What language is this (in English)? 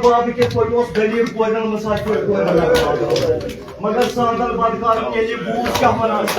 Kashmiri